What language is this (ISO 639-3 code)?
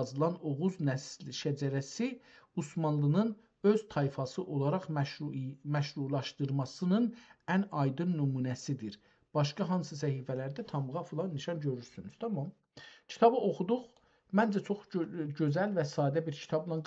azb